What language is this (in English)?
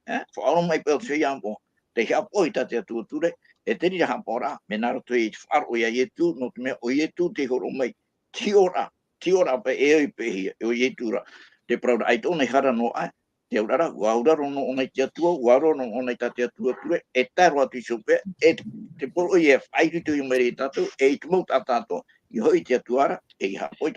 Tahitian